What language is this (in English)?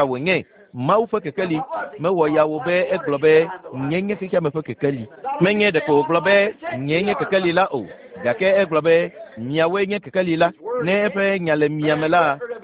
Ewe